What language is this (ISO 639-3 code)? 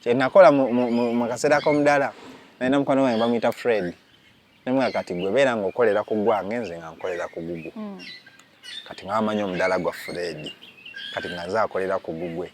lug